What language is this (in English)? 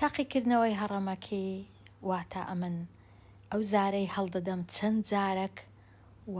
Central Kurdish